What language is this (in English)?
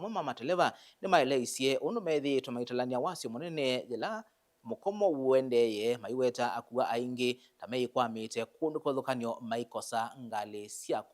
Kamba